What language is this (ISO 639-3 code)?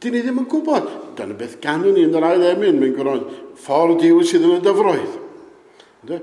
cym